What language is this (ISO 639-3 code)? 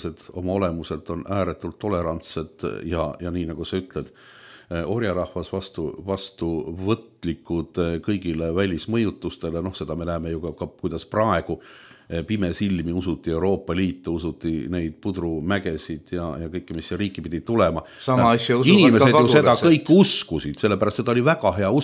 est